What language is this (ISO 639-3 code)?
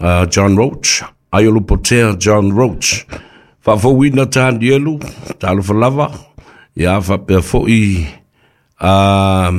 smo